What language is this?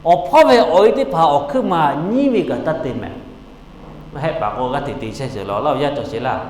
Lahu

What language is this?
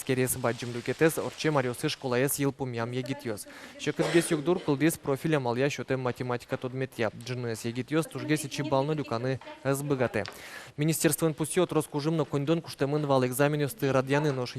Udmurt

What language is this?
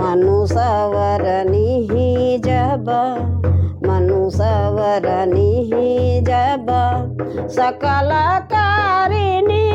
Sadri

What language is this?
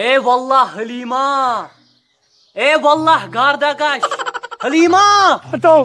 Kashmiri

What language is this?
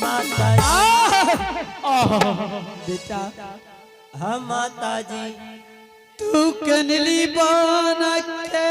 Angika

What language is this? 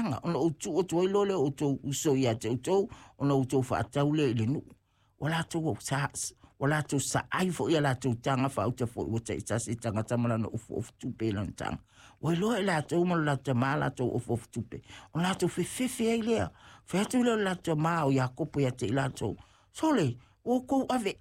Samoan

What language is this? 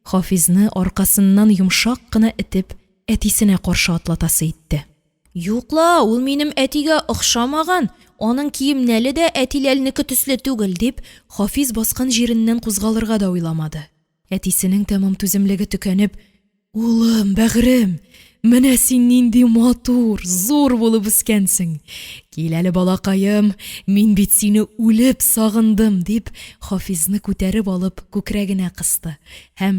Tatar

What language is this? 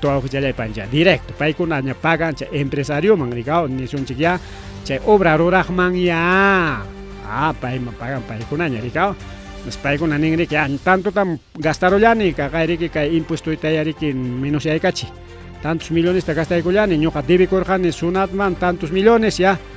Ayacucho Quechua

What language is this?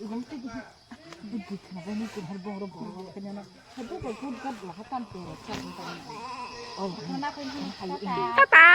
Kok Borok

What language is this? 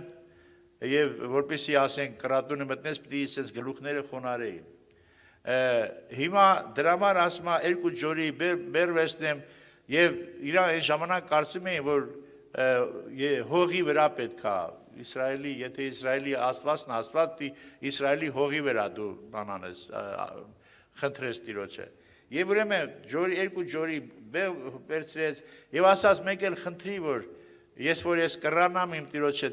Armenian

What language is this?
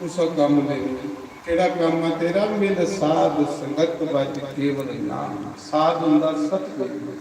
Dogri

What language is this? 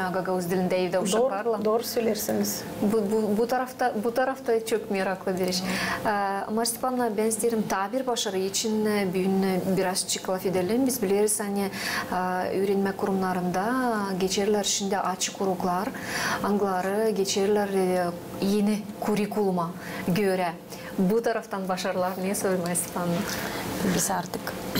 Gagauz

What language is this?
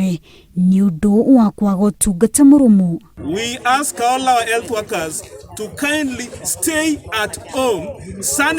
Kikuyu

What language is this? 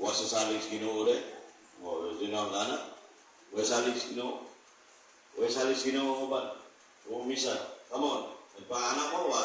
Cebuano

